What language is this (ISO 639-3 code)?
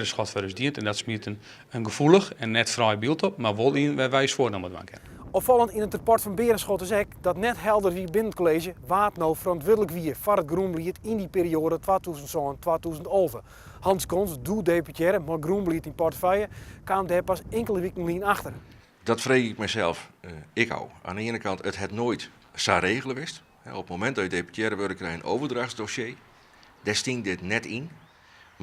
fry